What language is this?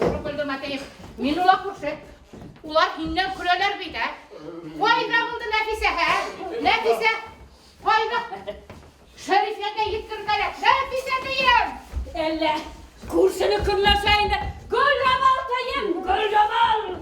Bashkir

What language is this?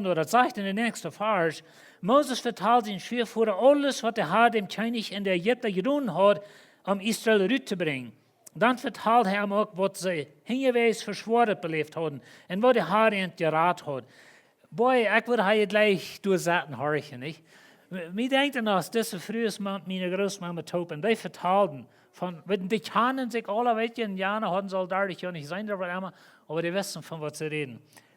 Plautdietsch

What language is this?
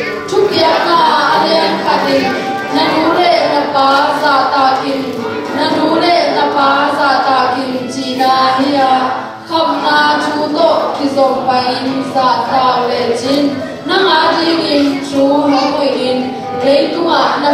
Tedim Chin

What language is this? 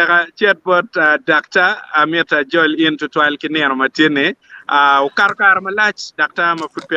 Acoli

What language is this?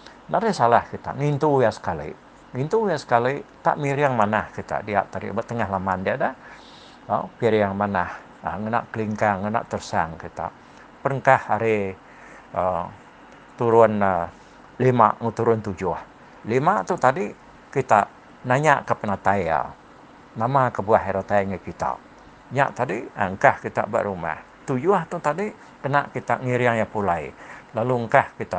Iban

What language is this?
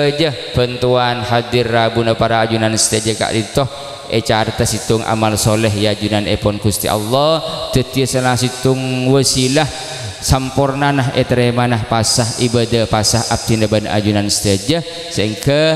Madurese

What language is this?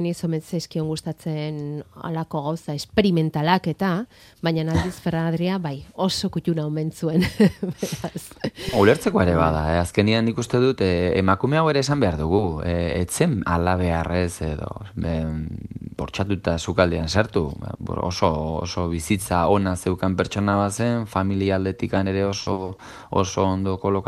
Basque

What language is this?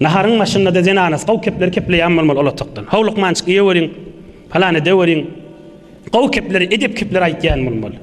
Turkmen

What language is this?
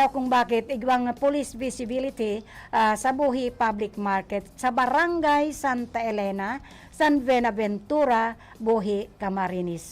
Bikol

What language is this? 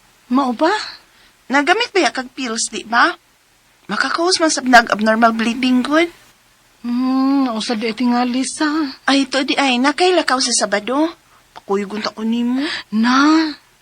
Cebuano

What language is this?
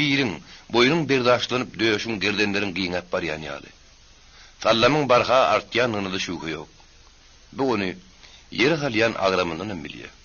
Turkmen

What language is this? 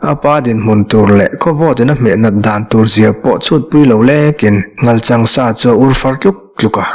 Mizo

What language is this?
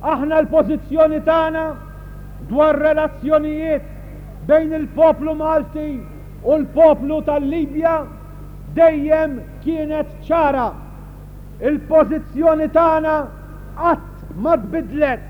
Maltese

